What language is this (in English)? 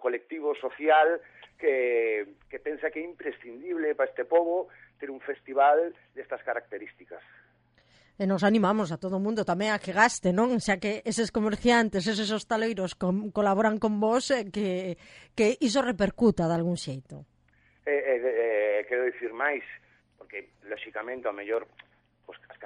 Galician